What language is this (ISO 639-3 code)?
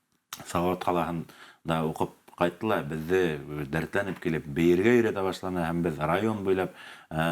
bak